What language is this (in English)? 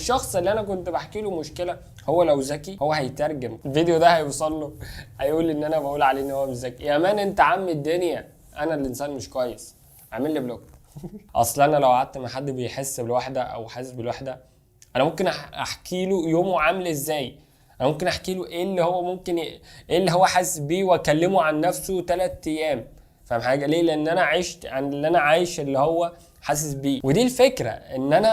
Egyptian Arabic